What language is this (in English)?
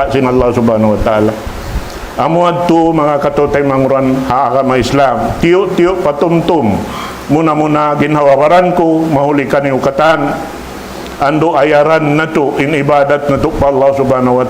Tausug